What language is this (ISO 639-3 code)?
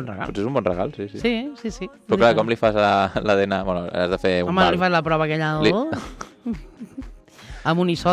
cat